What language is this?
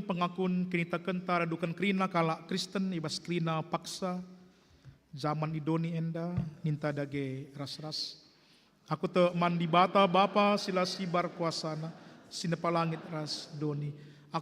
Batak Karo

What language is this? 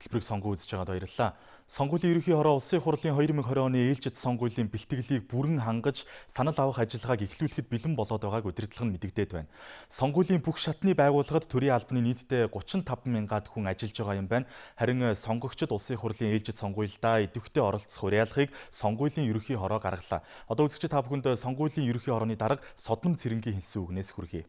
Mongolian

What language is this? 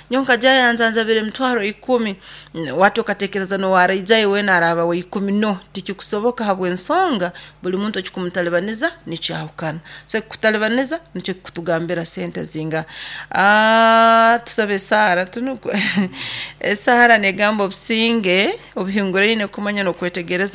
Nyoro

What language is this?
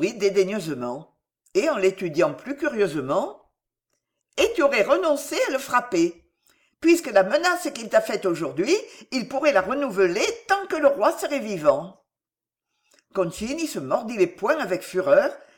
French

